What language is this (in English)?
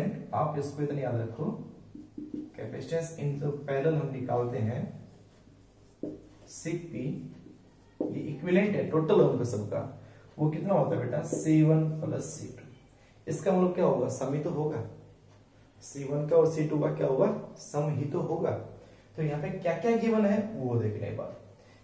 Hindi